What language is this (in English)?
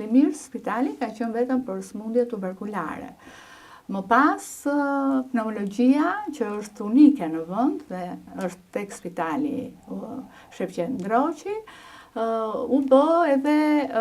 Albanian